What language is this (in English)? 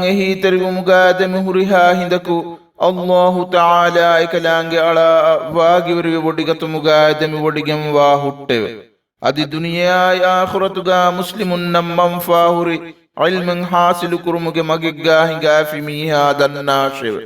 Divehi